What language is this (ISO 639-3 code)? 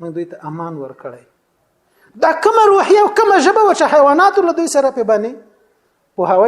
pus